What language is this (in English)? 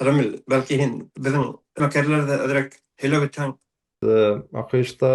Bashkir